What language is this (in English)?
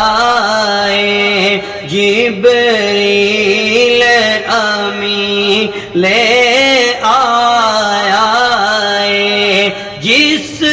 Pahari-Potwari